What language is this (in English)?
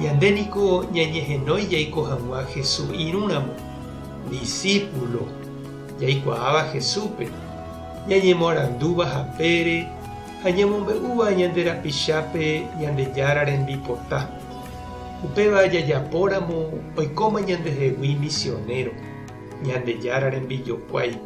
Guarani